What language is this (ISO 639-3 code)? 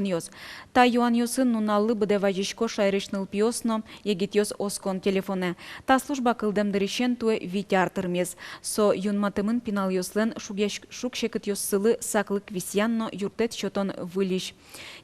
udm